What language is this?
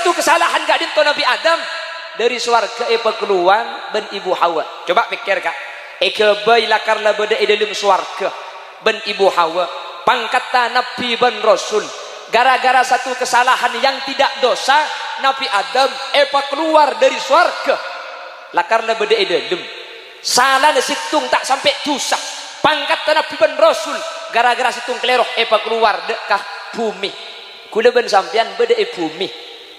Madurese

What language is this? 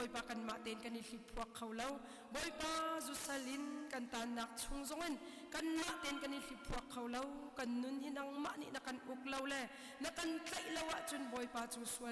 Hakha Chin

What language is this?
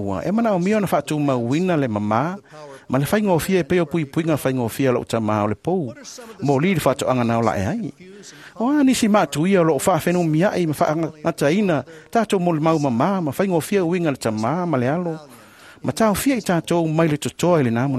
Samoan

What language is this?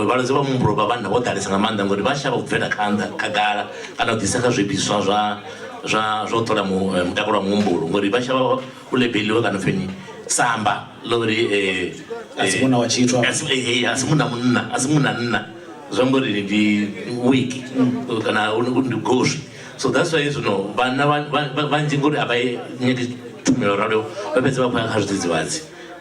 Venda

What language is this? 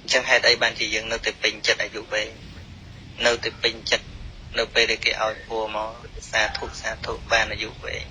Khmer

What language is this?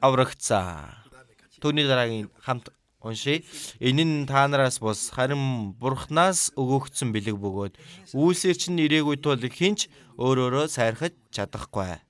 Mongolian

